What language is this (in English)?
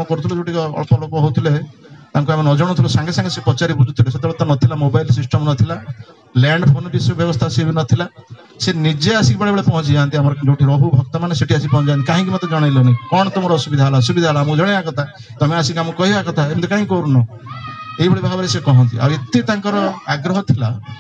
Odia